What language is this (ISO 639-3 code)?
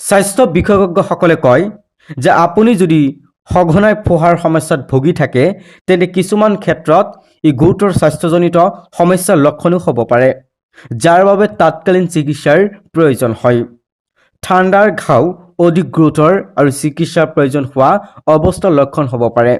asm